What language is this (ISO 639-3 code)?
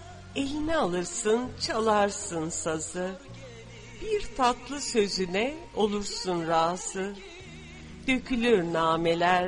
tur